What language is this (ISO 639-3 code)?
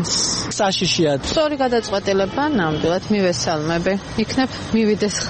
kat